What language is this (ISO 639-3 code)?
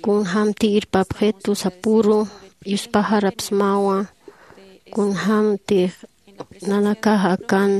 aym